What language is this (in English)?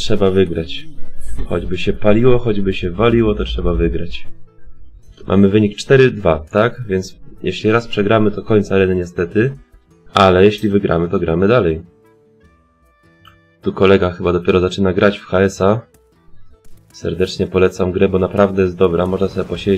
Polish